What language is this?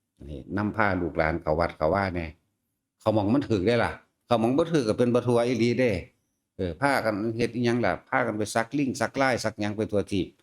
Northeastern Thai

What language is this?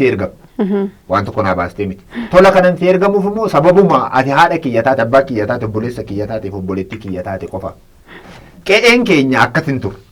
Oromo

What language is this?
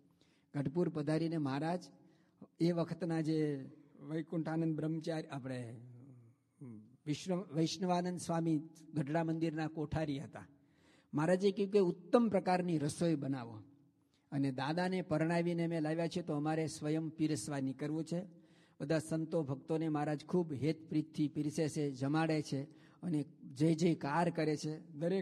Gujarati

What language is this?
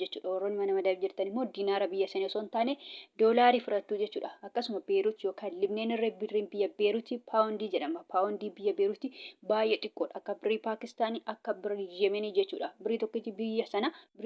Oromo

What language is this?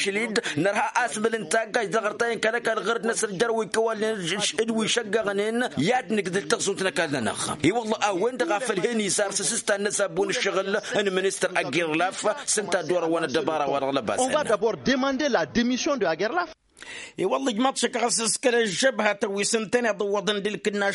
Tamasheq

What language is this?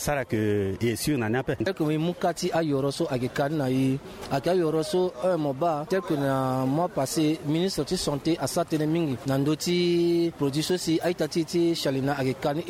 Sango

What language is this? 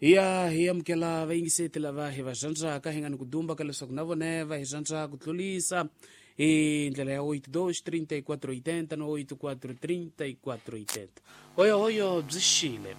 Tsonga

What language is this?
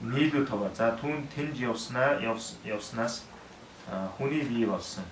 Mongolian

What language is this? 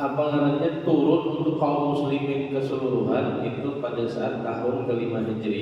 Banjar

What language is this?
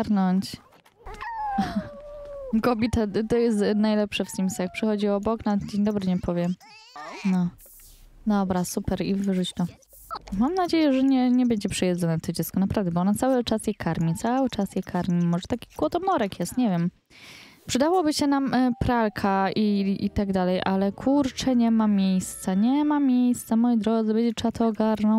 Polish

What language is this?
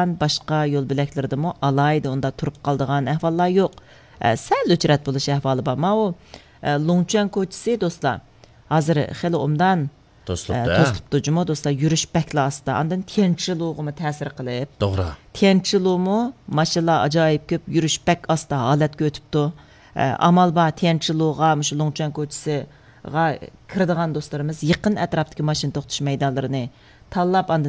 Uyghur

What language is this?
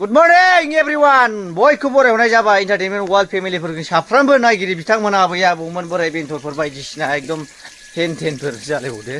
Bodo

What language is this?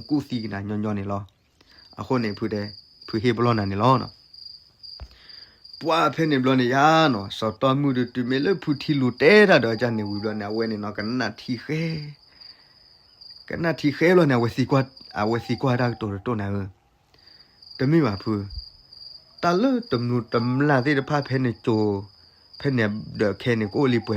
S'gaw Karen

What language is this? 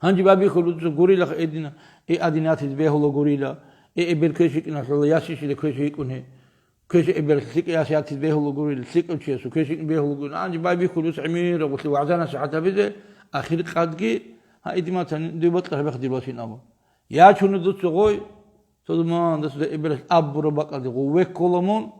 Avaric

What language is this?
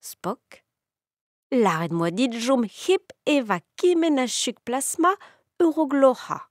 Breton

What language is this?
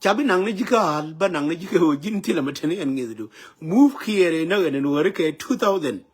Nuer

